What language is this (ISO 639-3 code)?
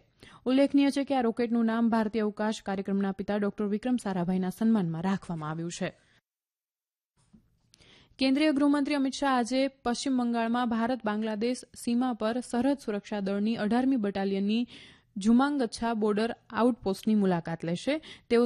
guj